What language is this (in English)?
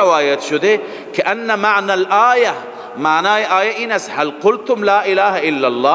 Persian